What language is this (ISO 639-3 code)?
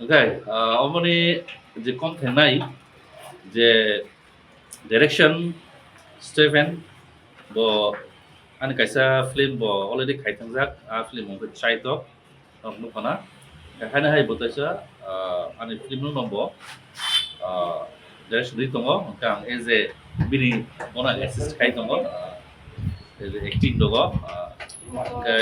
trp